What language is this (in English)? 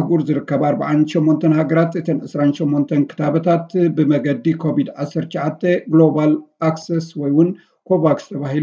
Tigrinya